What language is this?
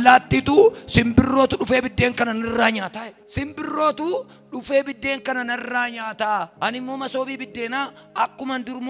Oromo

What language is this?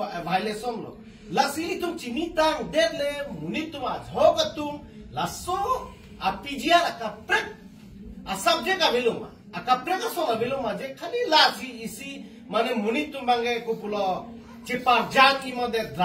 Karbi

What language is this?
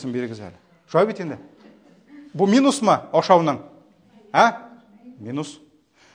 Tatar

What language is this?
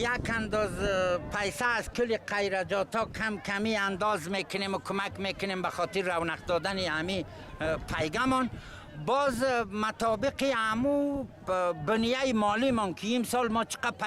Persian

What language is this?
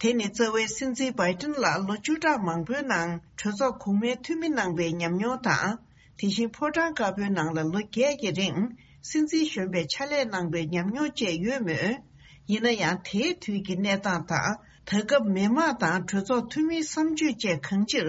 Tibetan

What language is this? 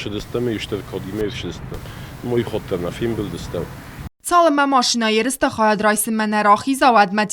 Ossetic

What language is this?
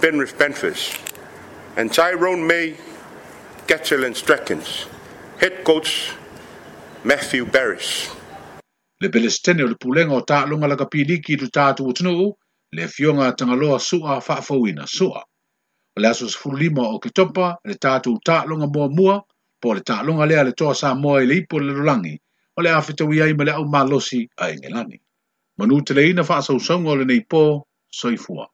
Samoan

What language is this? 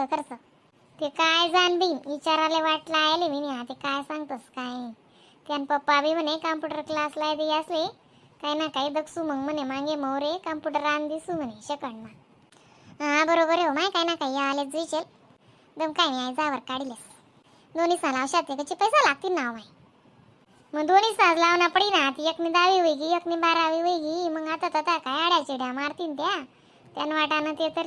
Khandesi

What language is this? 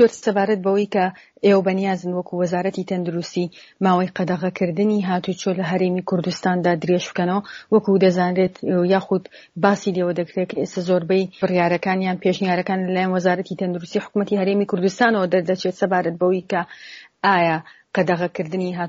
Central Kurdish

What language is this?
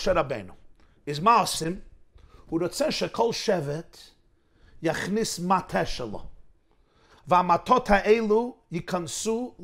Hebrew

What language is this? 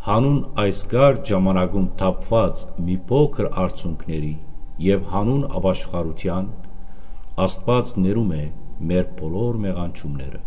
Western Armenian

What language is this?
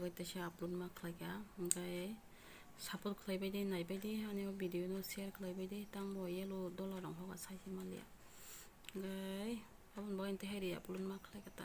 Kok Borok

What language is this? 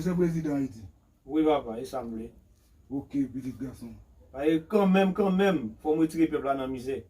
Haitian Creole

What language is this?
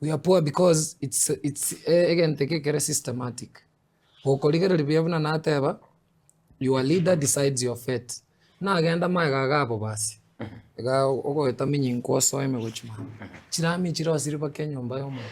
Gusii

